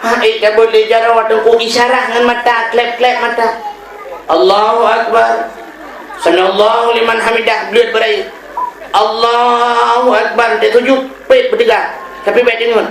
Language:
Achinese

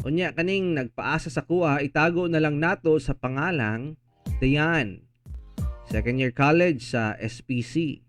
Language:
Cebuano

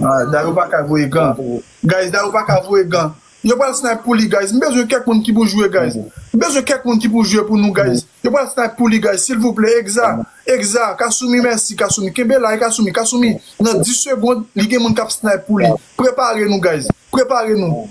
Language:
Haitian Creole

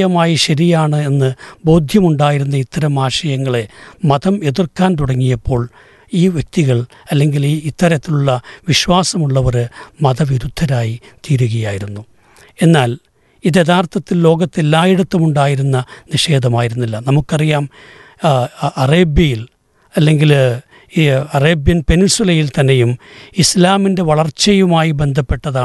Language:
Malayalam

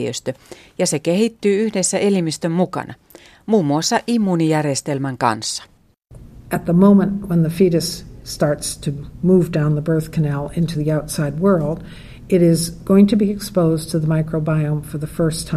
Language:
Finnish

